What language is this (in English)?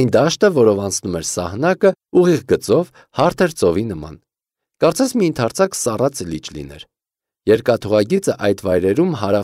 Armenian